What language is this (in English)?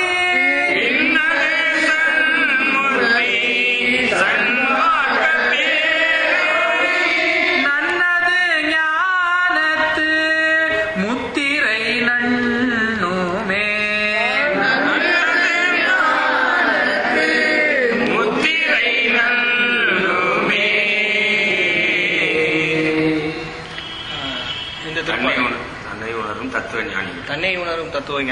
Tamil